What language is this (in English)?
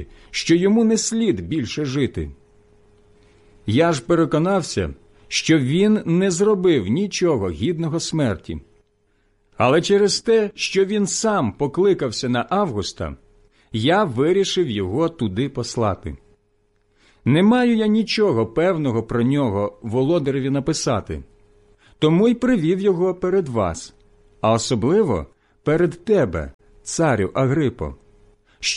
Ukrainian